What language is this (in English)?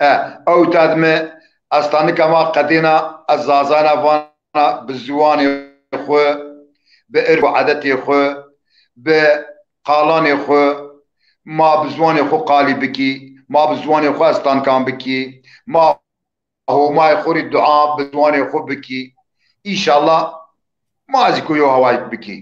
Zaza